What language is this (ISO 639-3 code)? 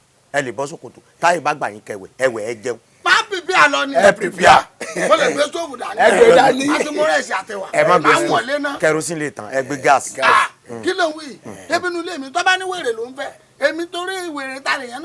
yor